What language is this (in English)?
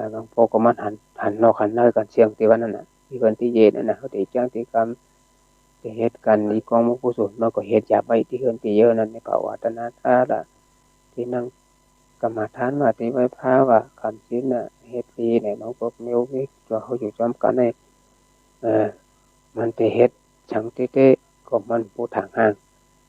Shan